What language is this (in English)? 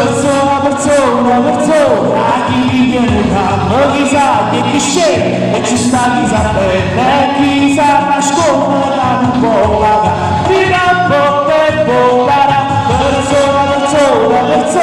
Neapolitan